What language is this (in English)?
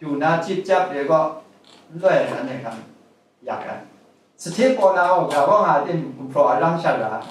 Kachin